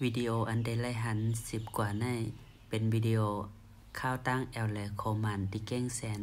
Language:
Shan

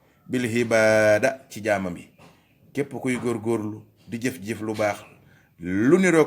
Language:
Wolof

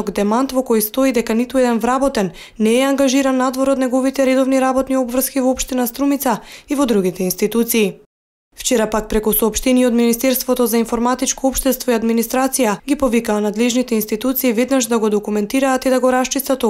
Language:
Macedonian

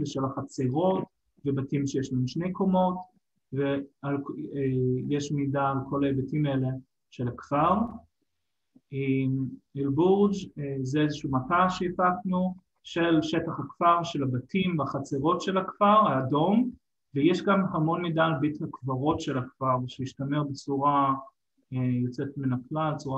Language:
Hebrew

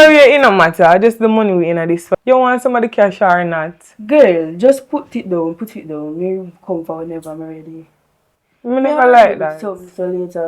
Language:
Jamaican Creole English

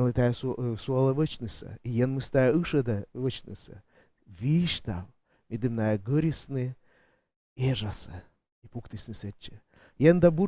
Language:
Komi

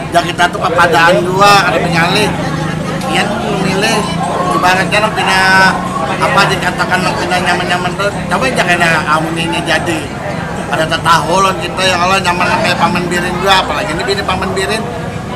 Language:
Banjar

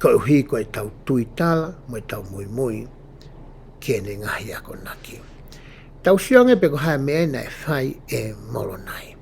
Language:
Tongan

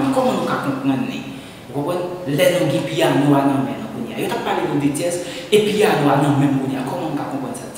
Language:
Haitian Creole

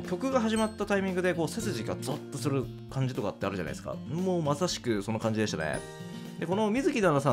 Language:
Japanese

